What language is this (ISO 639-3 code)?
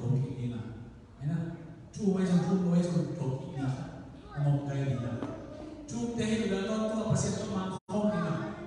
ctd